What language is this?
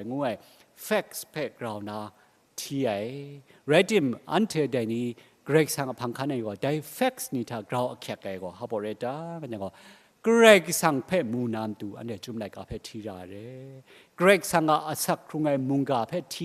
Kachin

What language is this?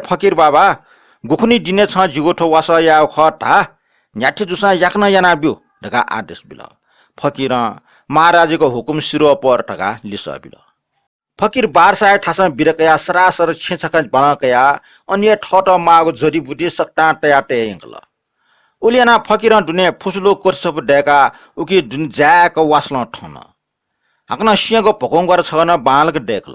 Newari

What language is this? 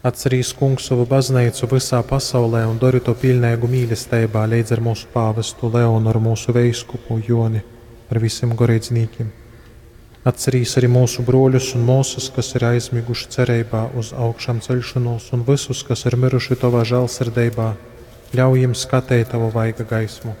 Latgalian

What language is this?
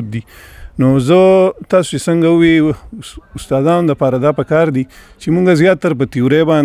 Pashto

